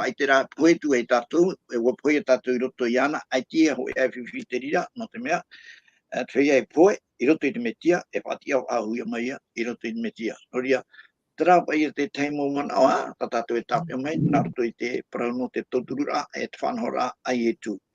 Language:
Tahitian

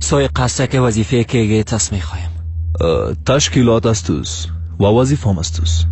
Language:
Persian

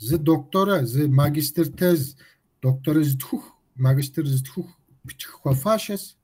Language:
Kabardian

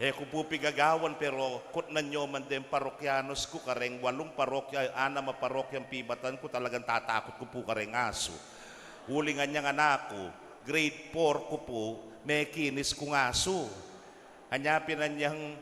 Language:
Pampanga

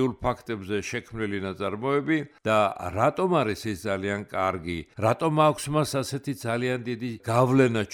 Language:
Georgian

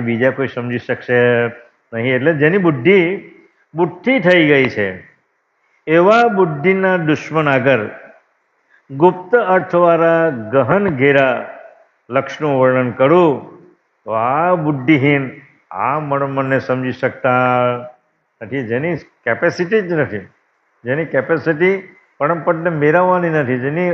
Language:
Gujarati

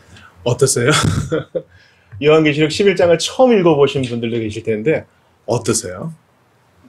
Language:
Korean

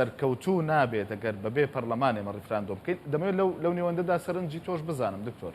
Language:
Central Kurdish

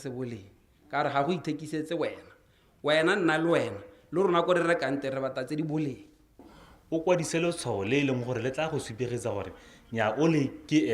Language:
Tswana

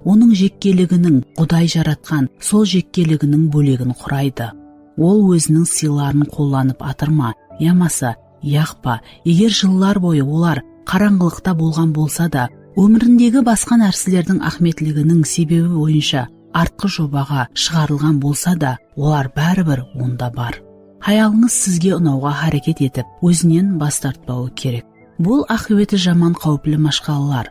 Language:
Kara-Kalpak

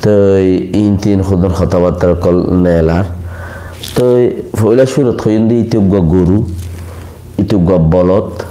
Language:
Rohingya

